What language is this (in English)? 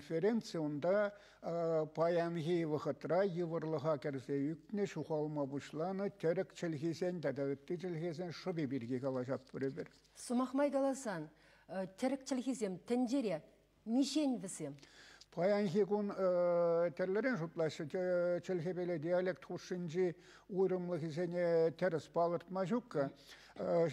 Chuvash